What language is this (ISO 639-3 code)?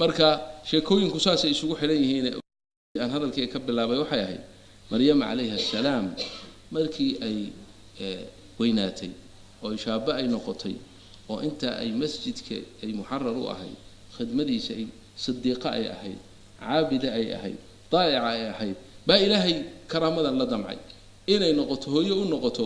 som